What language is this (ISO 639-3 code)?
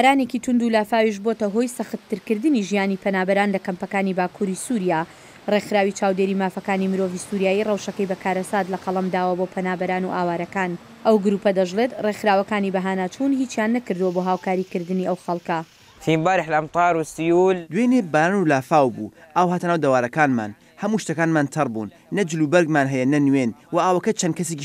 ckb